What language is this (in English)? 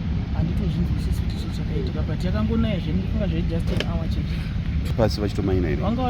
Shona